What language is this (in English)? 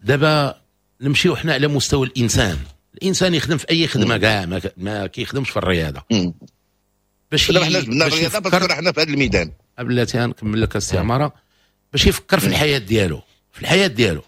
Moroccan Arabic